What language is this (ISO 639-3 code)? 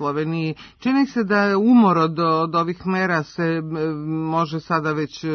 srp